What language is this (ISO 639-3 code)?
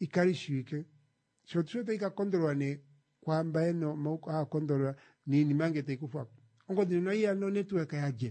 kua